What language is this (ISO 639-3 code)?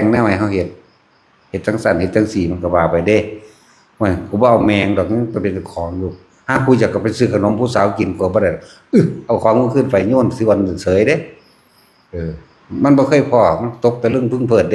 tts